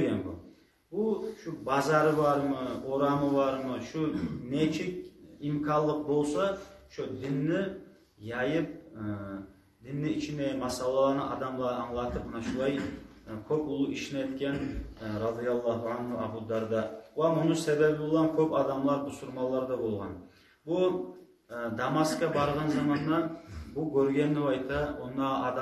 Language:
Kumyk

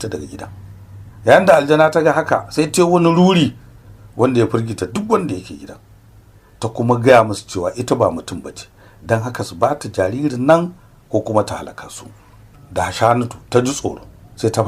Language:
Hausa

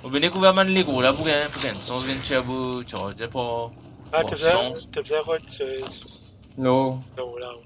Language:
Morisyen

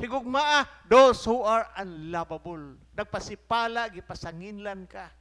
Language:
Cebuano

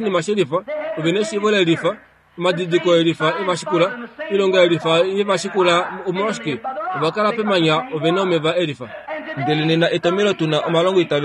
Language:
Kuanyama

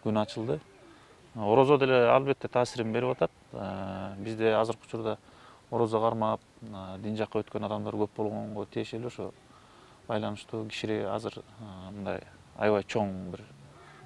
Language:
Kyrgyz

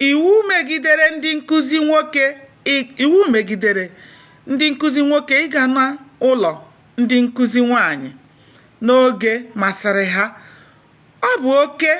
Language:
Igbo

